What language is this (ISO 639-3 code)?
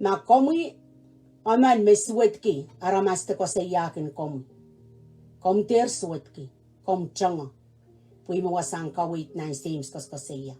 pon